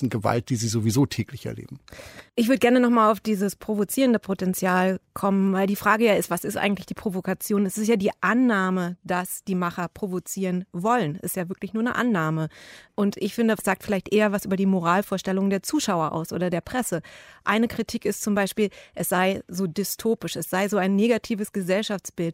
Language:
German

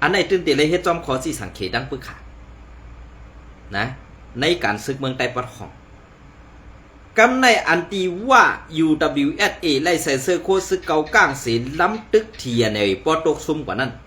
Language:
Shan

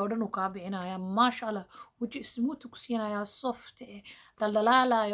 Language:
Somali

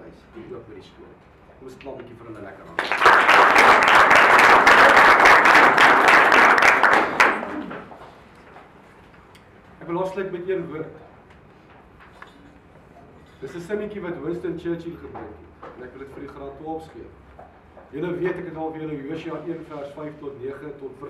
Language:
Afrikaans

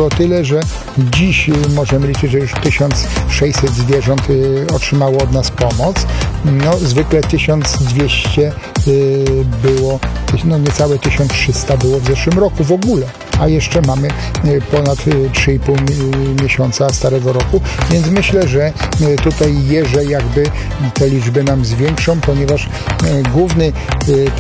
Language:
Polish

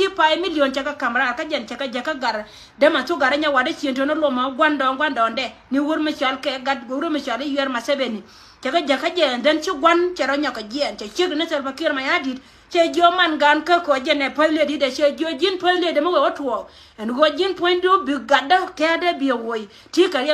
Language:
Nuer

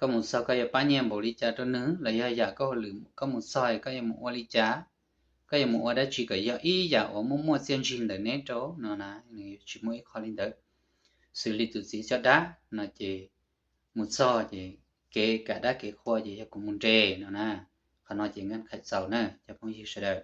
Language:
Hmong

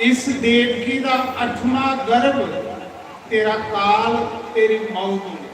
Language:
Dogri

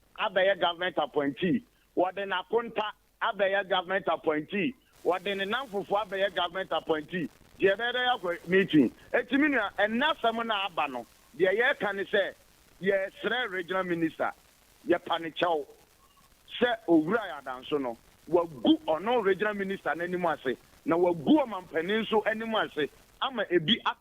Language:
Akan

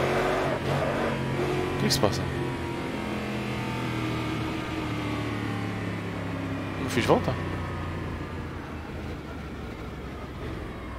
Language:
Portuguese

